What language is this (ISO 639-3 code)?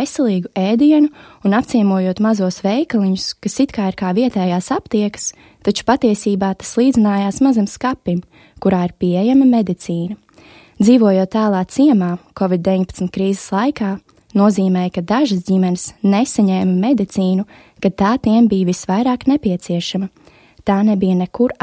lav